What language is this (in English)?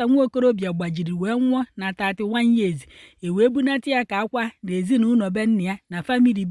Igbo